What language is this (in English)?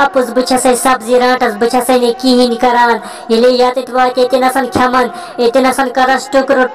Kashmiri